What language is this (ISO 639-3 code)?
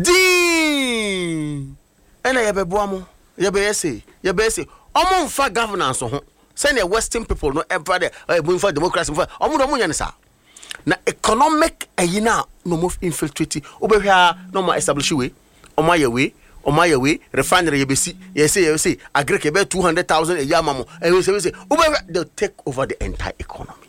aka